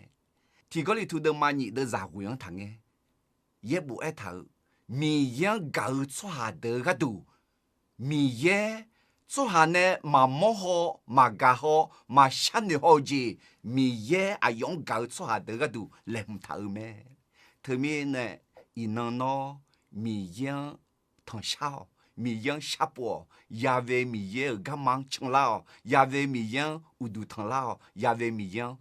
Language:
Akha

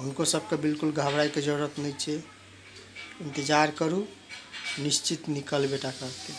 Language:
Maithili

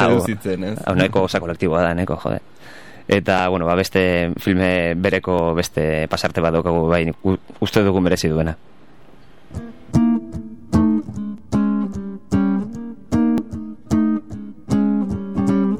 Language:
Basque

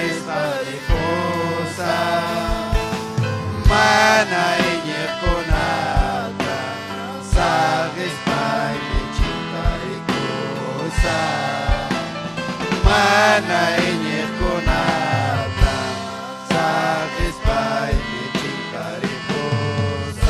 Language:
Ayacucho Quechua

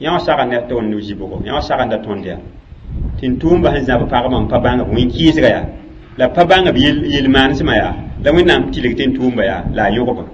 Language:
Mossi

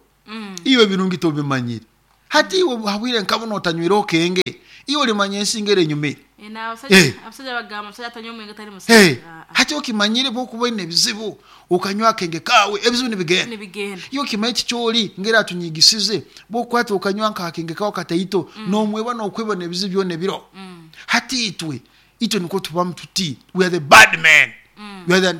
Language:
Nyoro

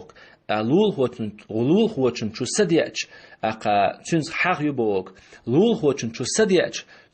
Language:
Chechen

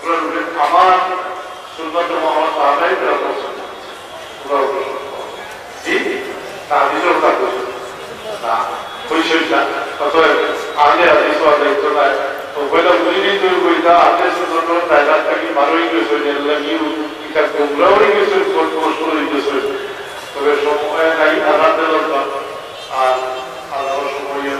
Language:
Sylheti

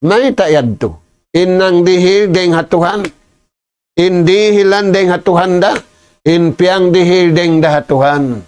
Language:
Tausug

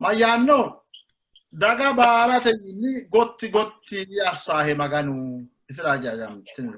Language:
Sidamo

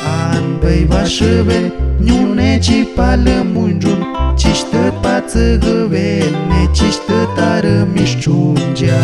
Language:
Guambiano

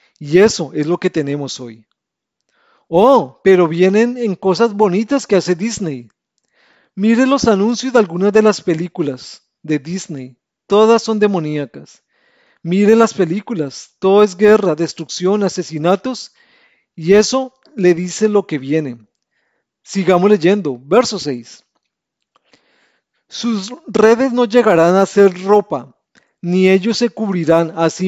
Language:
Spanish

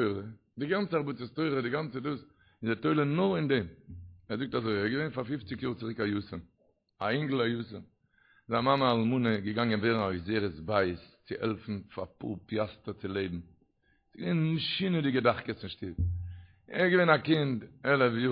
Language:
Yiddish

